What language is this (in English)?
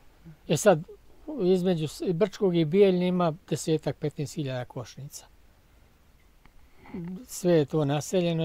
Bosnian